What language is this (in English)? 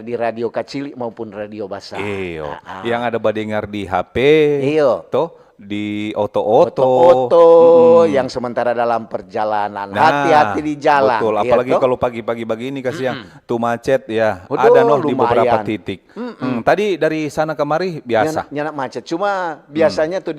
Manado Malay